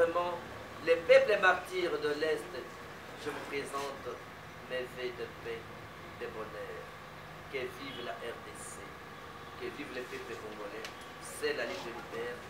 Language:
French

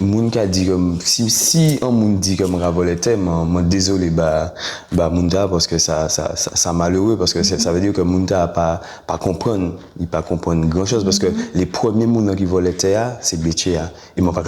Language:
Guadeloupean Creole French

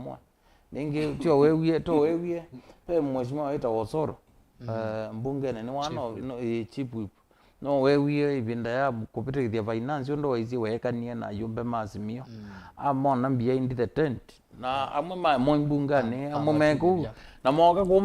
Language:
Kamba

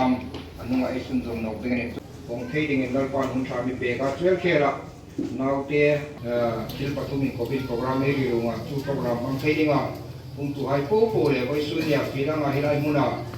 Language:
Hmar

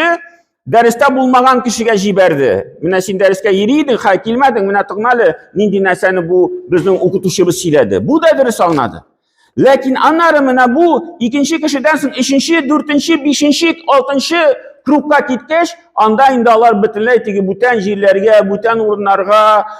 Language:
Tatar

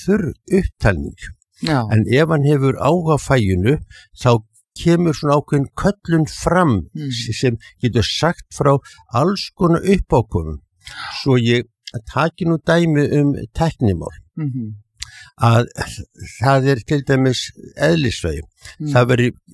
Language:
Icelandic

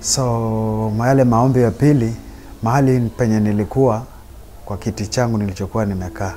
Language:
Swahili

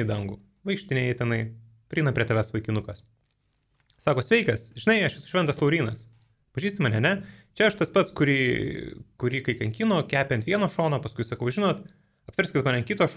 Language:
Lithuanian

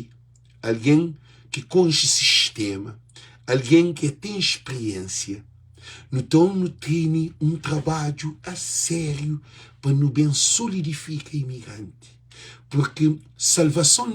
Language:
Kabuverdianu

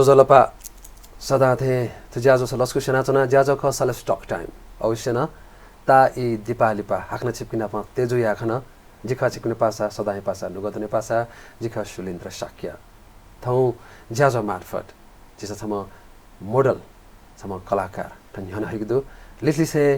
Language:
Newari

